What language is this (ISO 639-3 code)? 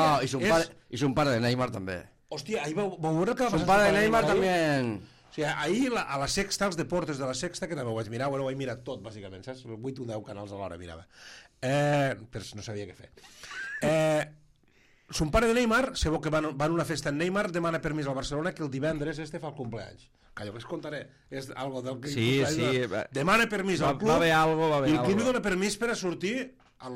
cat